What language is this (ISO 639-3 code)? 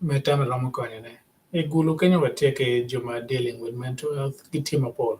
ach